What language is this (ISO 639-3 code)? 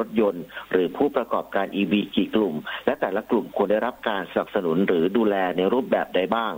tha